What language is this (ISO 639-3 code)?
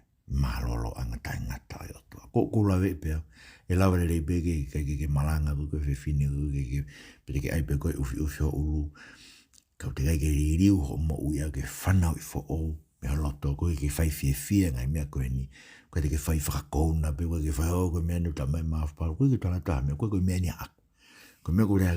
ton